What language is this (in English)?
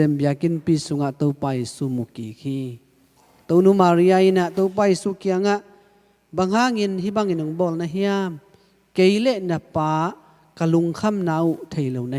Tedim Chin